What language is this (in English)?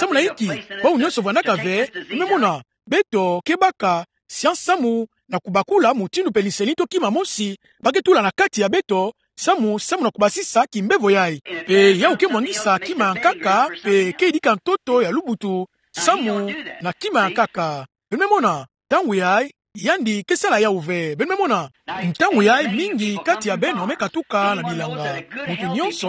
Kituba (Democratic Republic of Congo)